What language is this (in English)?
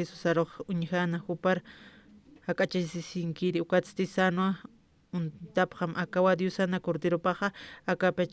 Aymara